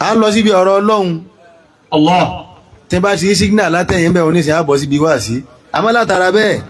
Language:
Yoruba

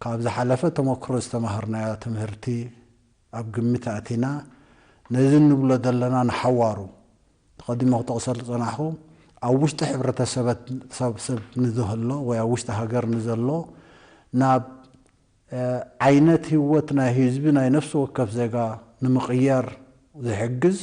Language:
Tigrinya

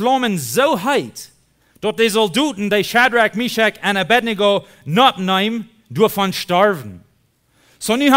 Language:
Plautdietsch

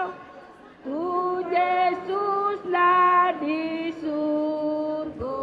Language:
Batak Karo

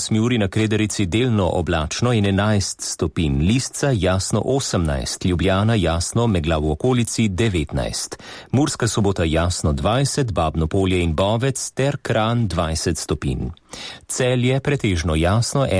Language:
Slovenian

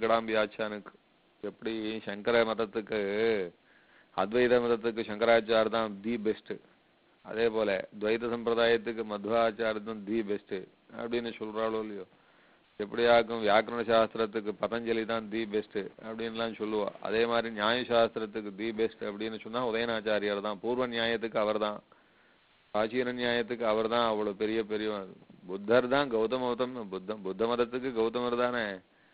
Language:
Tamil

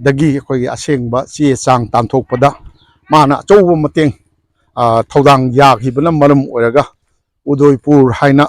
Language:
Manipuri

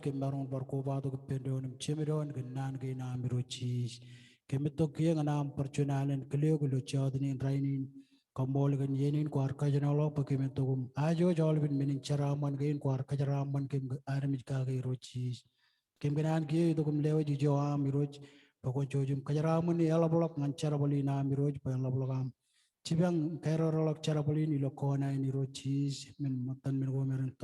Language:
Marshallese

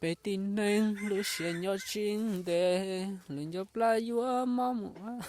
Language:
Hmong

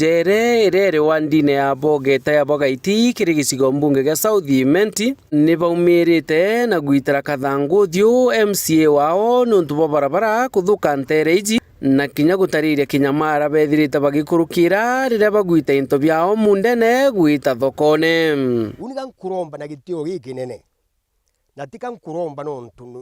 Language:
Meru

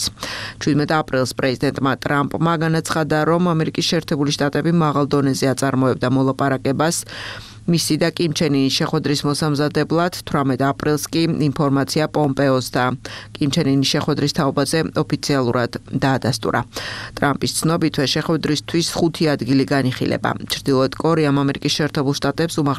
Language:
Georgian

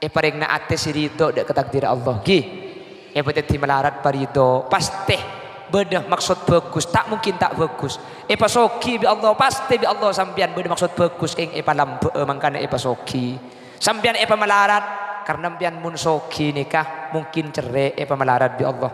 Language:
Madurese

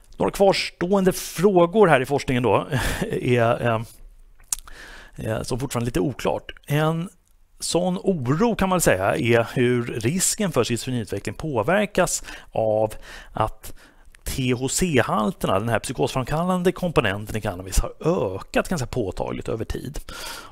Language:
Swedish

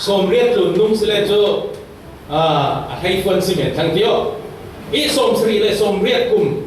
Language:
Falam Chin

